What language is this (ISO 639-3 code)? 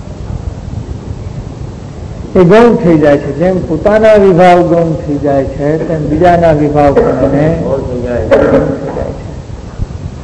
guj